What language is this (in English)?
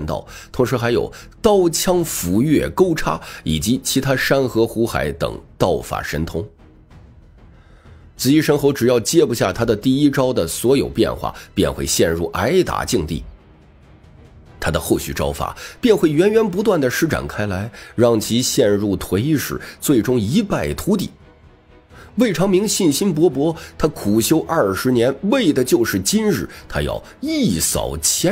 Chinese